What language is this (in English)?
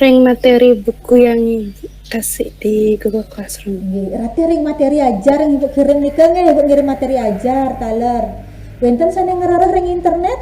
Balinese